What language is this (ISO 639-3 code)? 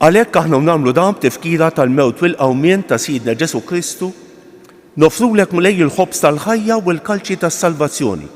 mlt